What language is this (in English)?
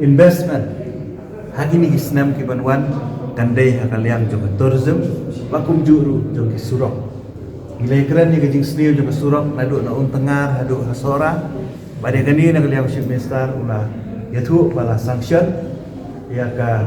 Khasi